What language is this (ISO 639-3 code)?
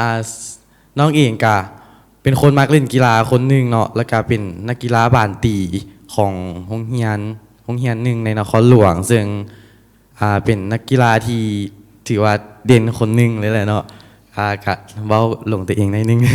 lao